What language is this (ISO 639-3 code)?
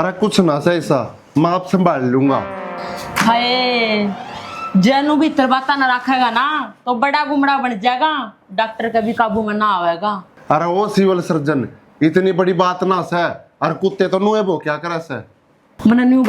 bgc